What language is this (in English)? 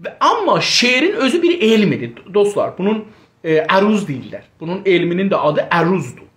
South Azerbaijani